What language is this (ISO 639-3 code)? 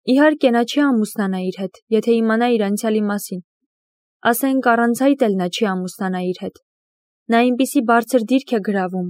hye